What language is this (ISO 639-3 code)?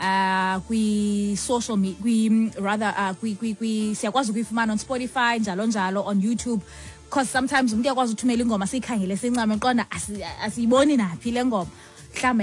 xho